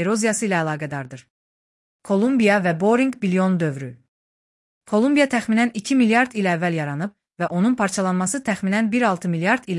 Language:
Azerbaijani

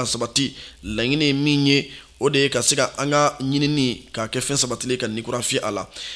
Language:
Bambara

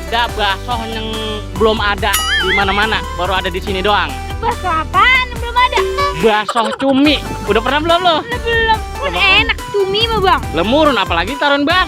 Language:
Betawi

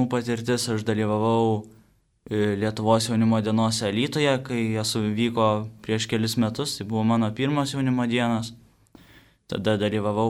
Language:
Lithuanian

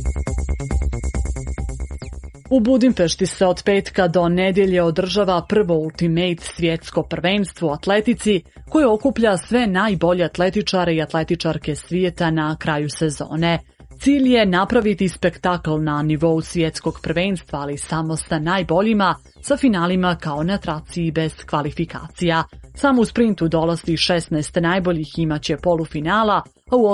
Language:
Serbian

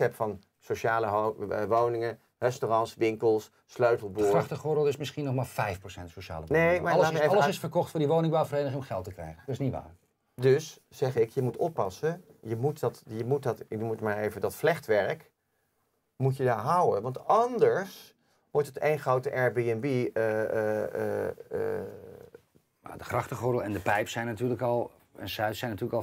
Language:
Dutch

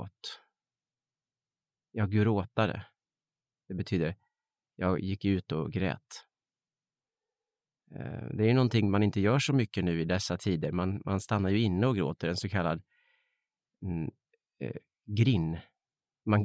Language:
Swedish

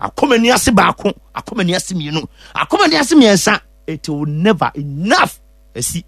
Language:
Akan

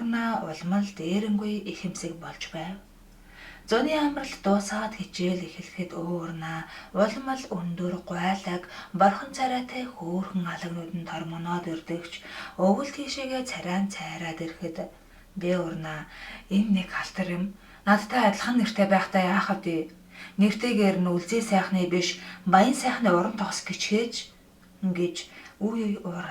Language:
Mongolian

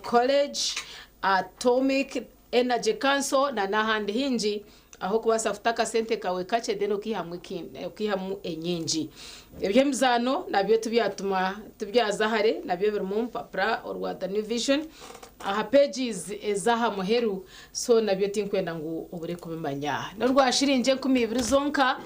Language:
Nyankole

